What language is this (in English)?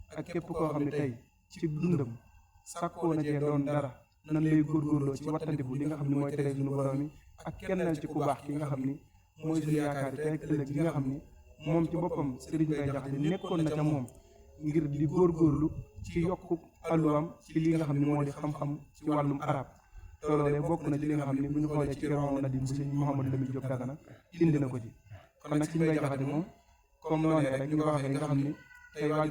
Wolof